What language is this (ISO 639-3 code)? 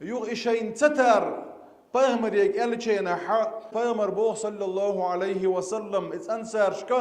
che